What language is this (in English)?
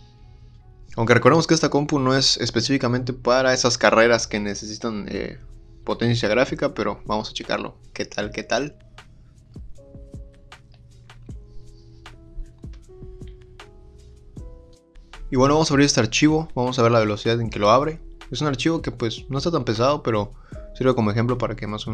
Spanish